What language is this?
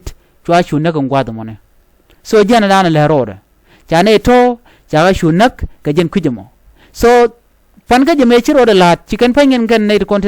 Nuer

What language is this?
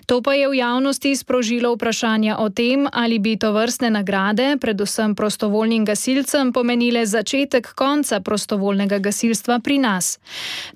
Slovenian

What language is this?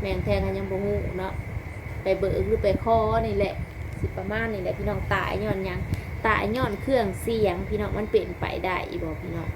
Northeastern Thai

